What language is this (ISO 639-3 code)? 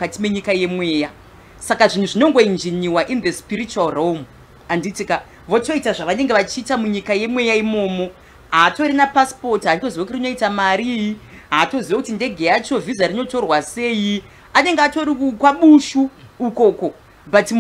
sna